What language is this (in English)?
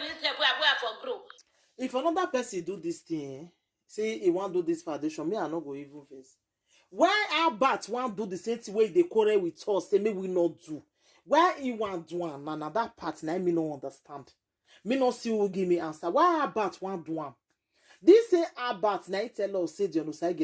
Nigerian Pidgin